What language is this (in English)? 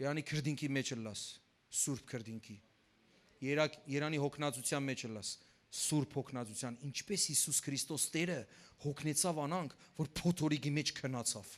Western Armenian